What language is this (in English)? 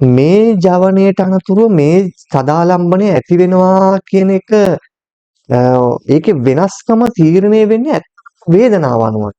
Sinhala